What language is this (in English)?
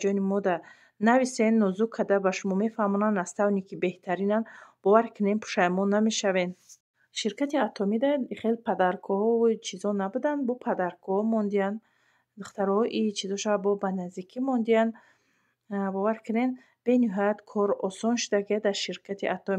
Tajik